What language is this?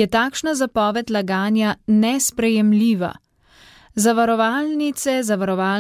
Slovenian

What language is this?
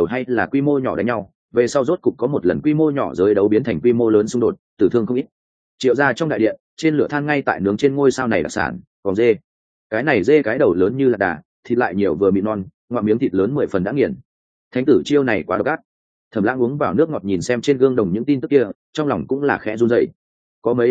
Vietnamese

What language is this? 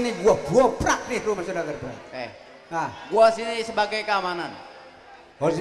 Betawi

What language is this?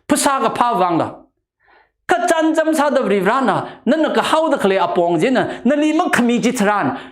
Tangkhul Naga (India)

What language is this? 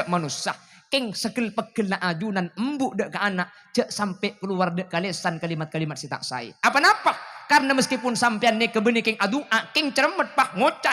Madurese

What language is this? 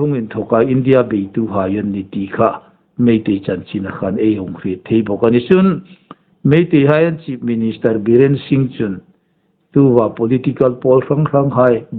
Hmar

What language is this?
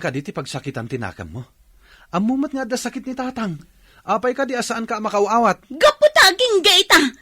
Iloko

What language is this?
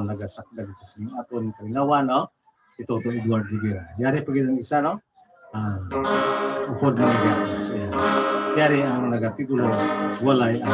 Hiligaynon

